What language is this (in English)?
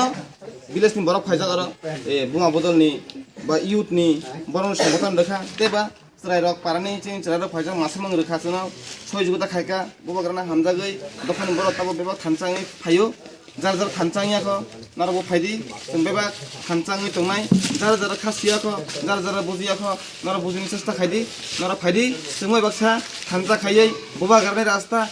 Kok Borok